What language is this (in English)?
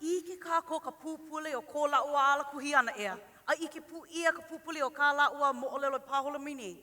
Hawaiian